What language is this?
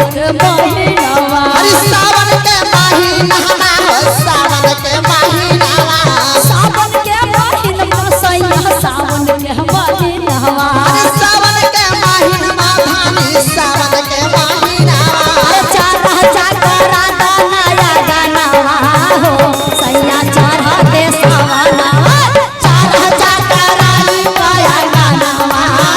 Magahi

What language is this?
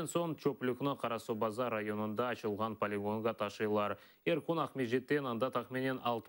Crimean Tatar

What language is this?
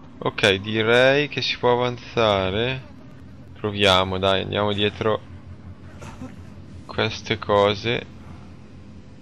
Italian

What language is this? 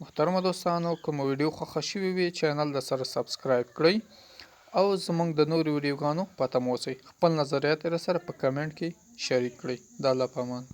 Pashto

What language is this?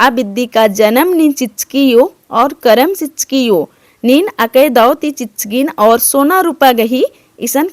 Kurukh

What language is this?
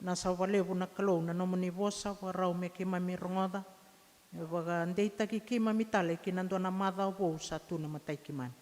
Fijian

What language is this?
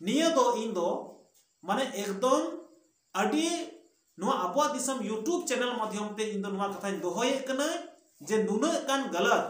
Santali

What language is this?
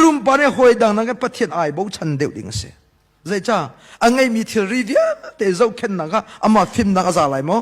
Hakha Chin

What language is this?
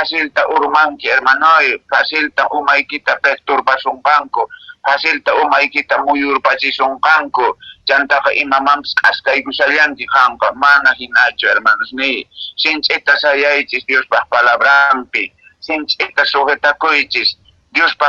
Quechua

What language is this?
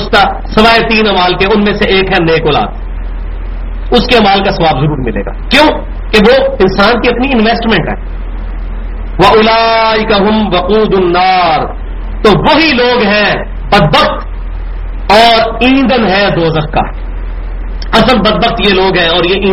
Urdu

